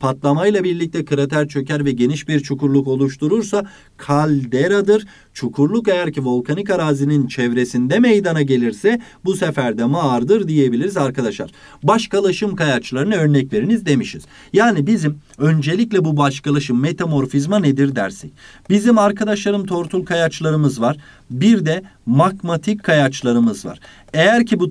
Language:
Turkish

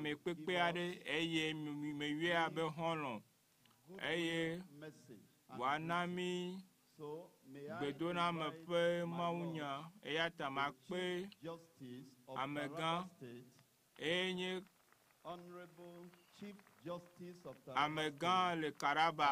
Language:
Ewe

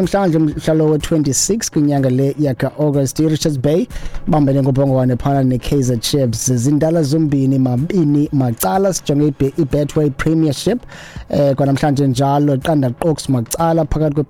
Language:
Xhosa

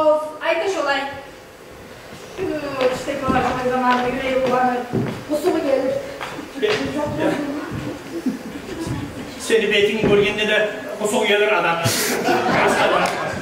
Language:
Turkish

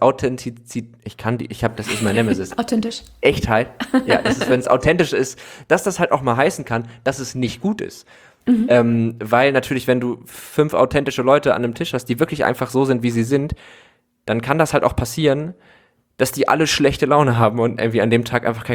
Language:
German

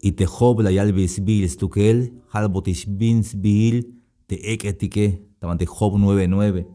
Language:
Tzeltal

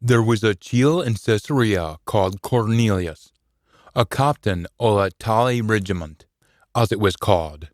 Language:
Scots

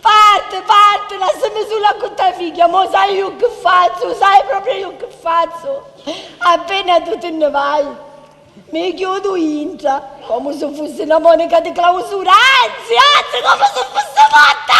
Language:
Sicilian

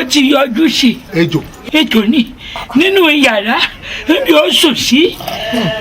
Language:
Yoruba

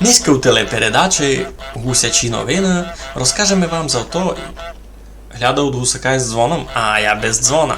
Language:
Rusyn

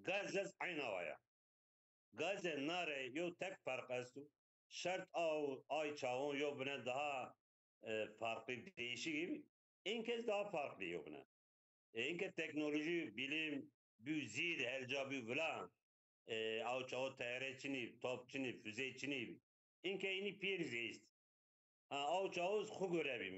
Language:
Zaza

